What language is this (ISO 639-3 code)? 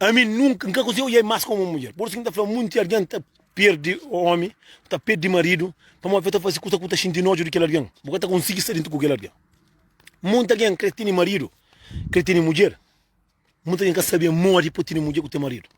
kea